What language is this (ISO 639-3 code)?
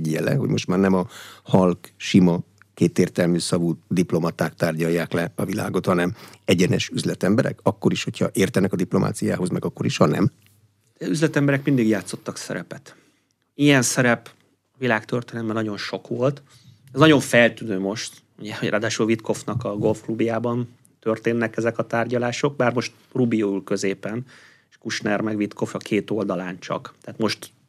hun